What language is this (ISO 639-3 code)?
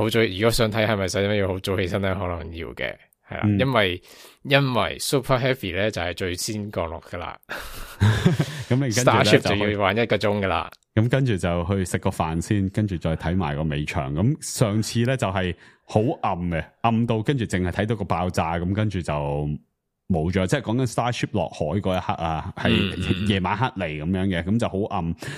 yue